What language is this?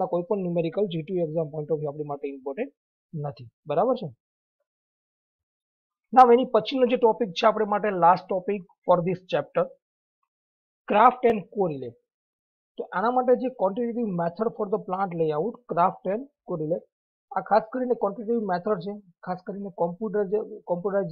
Gujarati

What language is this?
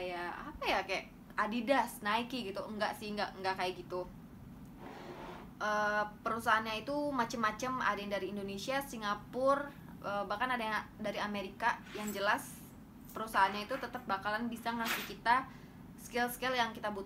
Indonesian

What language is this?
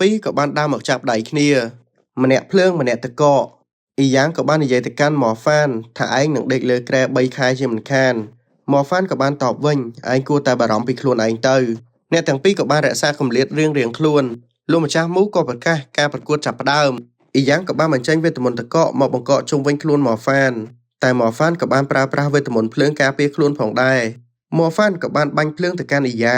Khmer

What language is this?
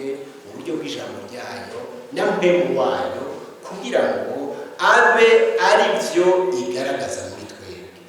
Rundi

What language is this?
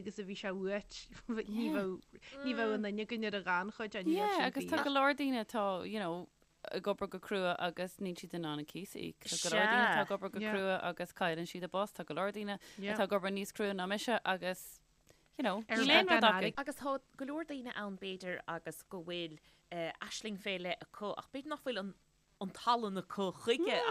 Irish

